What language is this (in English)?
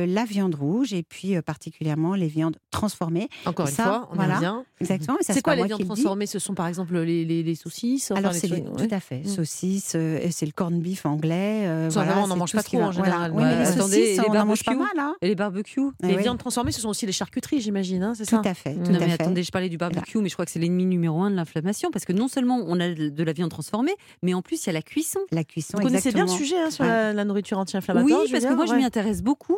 French